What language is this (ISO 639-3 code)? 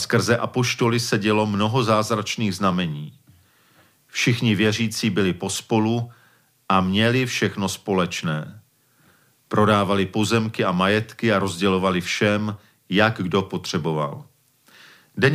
ces